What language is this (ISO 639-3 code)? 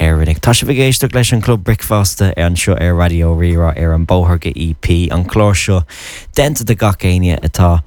gle